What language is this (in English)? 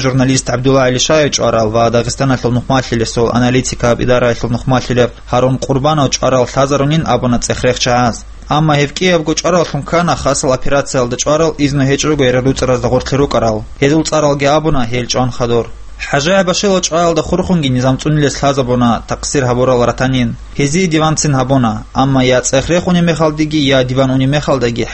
Avaric